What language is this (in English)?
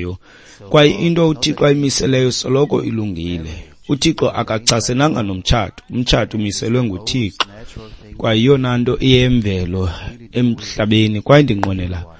Xhosa